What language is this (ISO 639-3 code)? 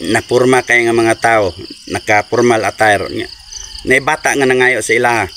ceb